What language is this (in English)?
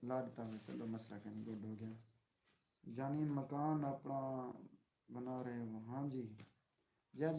Saraiki